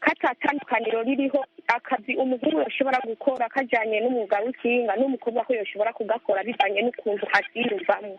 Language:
Rundi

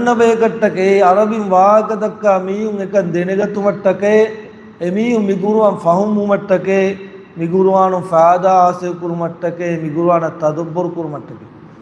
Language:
Divehi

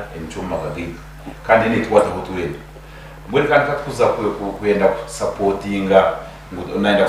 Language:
Nyankole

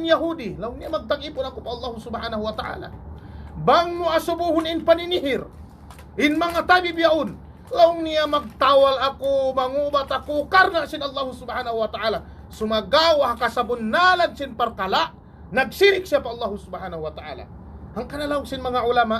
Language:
Tausug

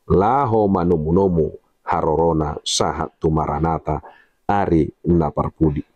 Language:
Batak Toba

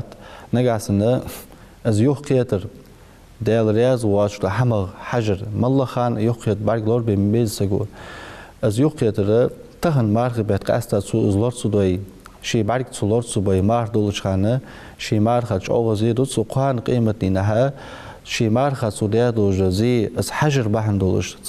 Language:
Ingush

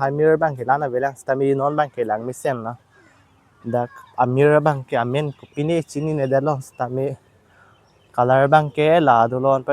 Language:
Karbi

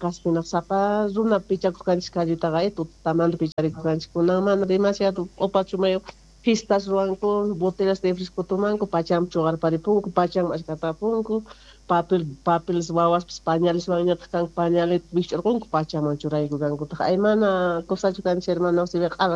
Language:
South Bolivian Quechua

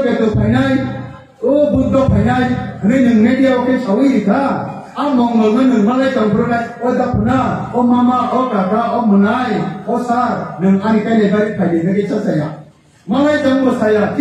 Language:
Kok Borok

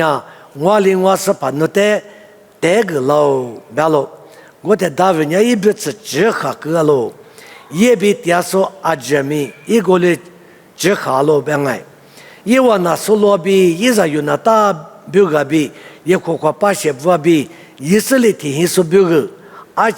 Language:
Lisu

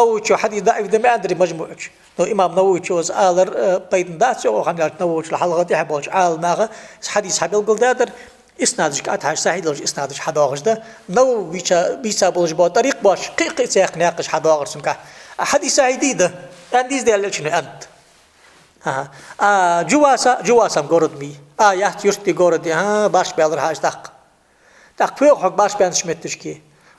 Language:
Ingush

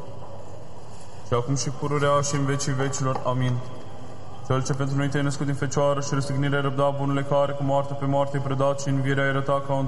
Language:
Romanian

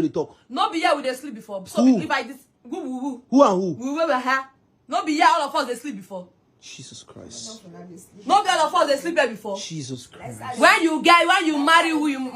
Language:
Nigerian Pidgin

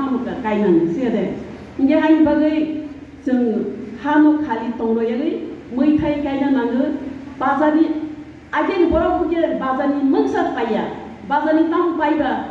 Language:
Riang (India)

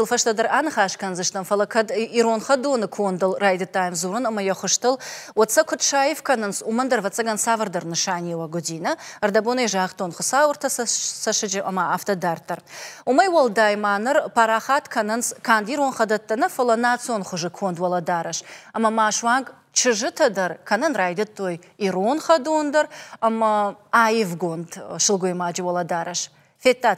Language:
Ossetic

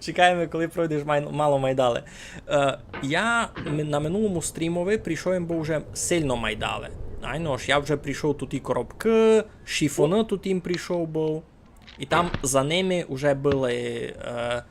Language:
Rusyn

